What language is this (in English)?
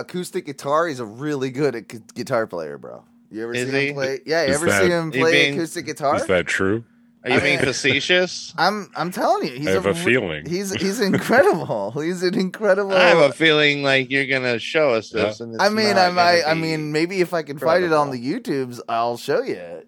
English